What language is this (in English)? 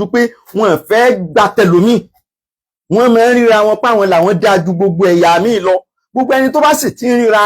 Yoruba